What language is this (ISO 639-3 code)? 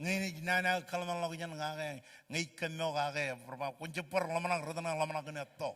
mah